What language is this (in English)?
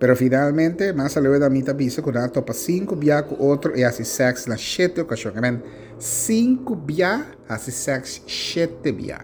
Papiamento